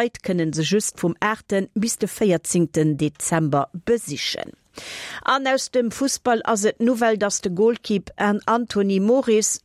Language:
Luxembourgish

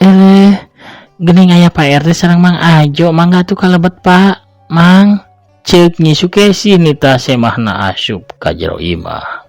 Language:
Sundanese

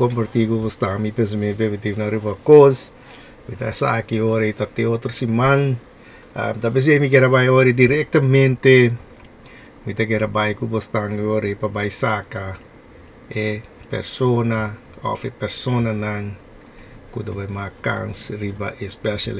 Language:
Papiamento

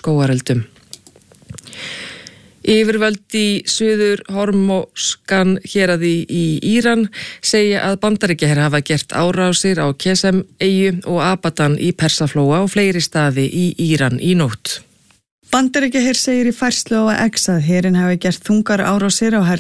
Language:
Icelandic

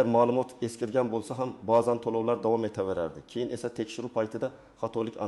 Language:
Uzbek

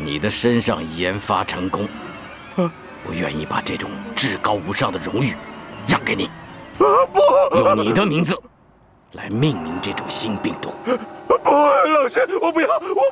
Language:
Chinese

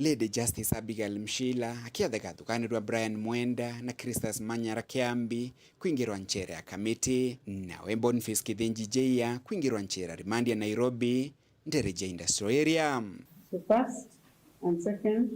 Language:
Meru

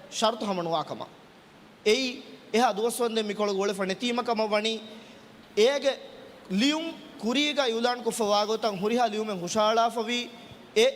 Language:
Divehi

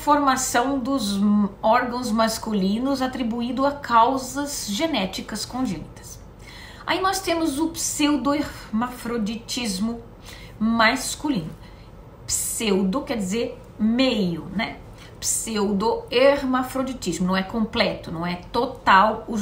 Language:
Portuguese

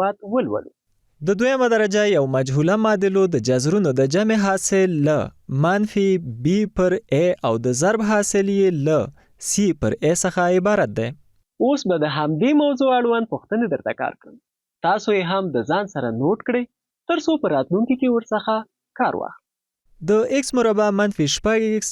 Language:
Pashto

